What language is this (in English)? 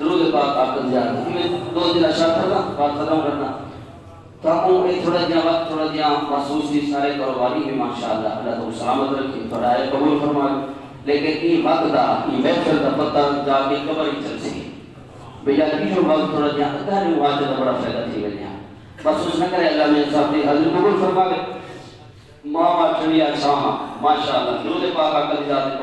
Saraiki